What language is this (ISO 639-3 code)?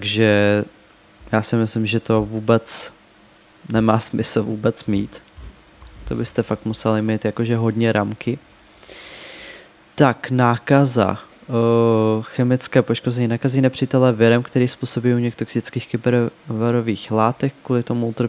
ces